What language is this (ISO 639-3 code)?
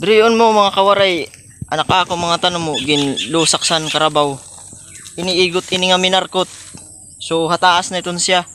war